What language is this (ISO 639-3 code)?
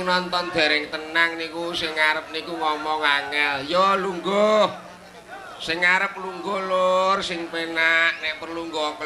jav